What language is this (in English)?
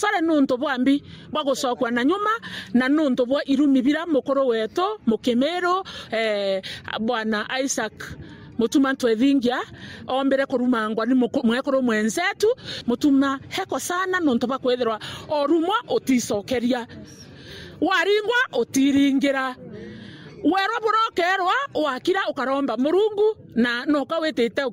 Meru